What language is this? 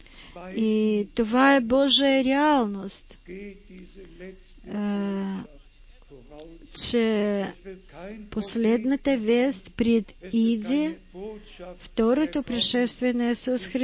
Bulgarian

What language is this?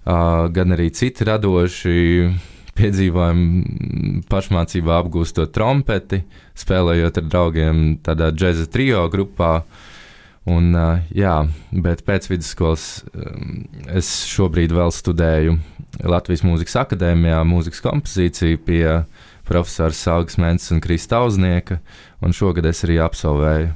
Latvian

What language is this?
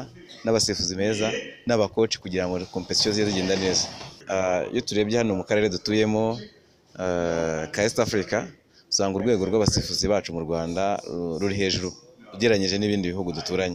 Kinyarwanda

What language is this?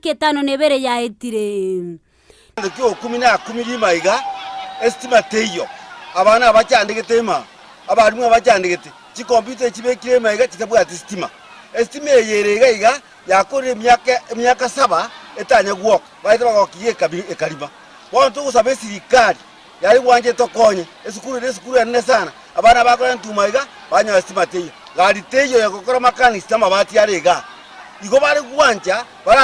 Gusii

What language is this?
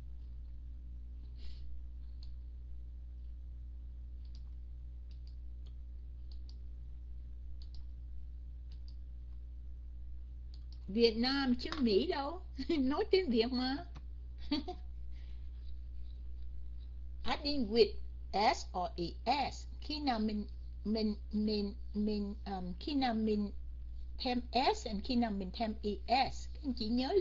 Vietnamese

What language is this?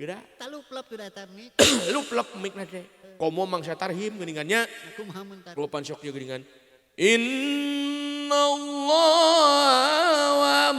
Sundanese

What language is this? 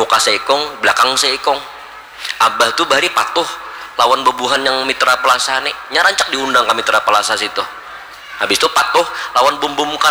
Banjar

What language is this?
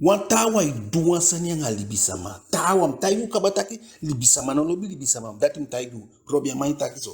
Eastern Maroon Creole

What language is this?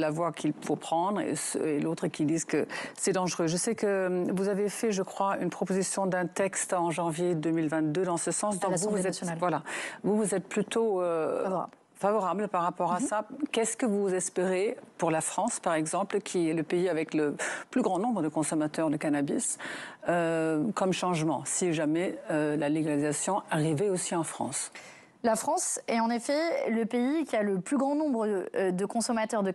French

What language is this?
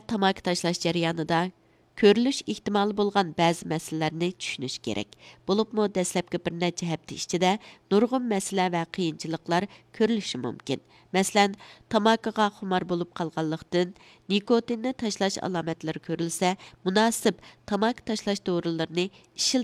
Uyghur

